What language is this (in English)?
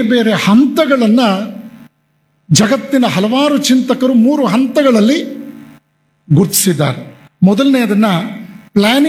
Kannada